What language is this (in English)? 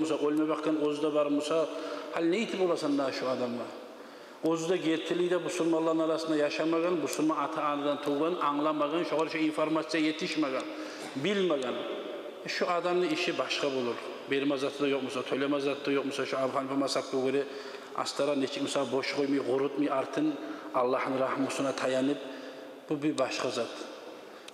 Kumyk